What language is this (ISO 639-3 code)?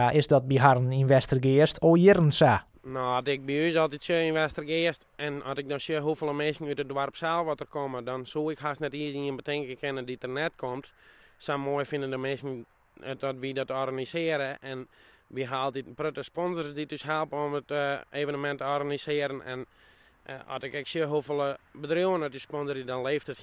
fry